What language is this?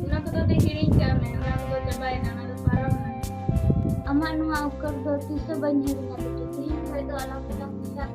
Santali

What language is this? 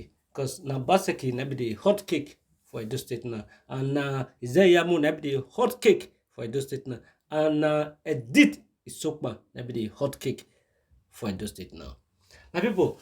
Nigerian Pidgin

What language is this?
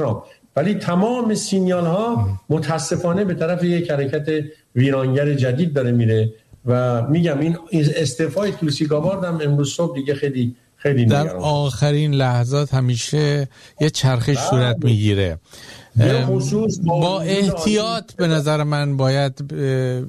Persian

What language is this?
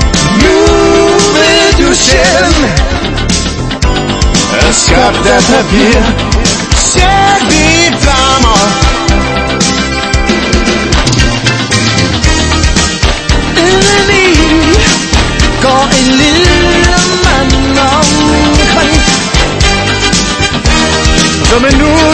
Danish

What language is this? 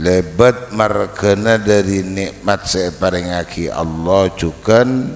Madurese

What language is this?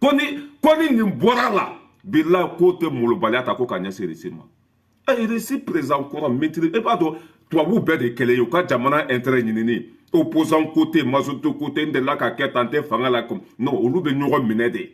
Bambara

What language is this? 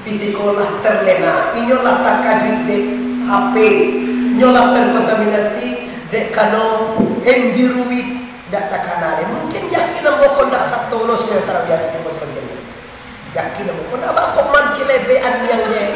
Minangkabau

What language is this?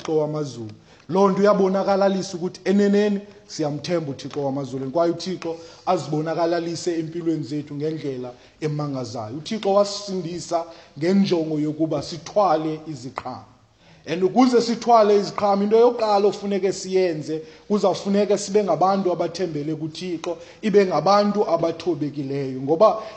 Xhosa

